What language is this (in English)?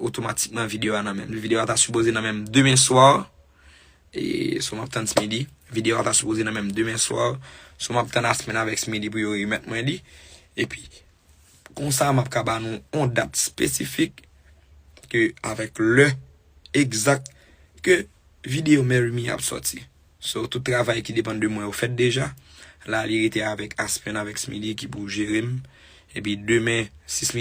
Haitian Creole